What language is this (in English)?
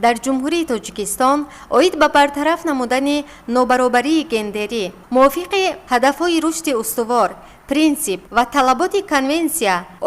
Tajik